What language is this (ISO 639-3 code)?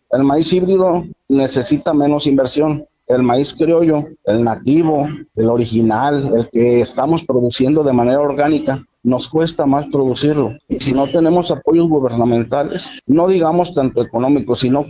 spa